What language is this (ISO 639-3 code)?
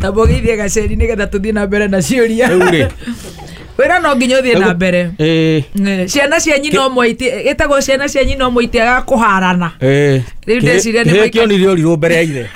kik